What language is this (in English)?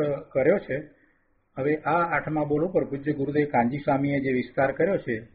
Gujarati